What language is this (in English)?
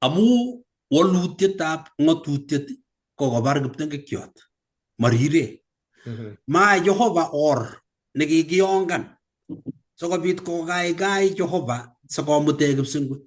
Kalenjin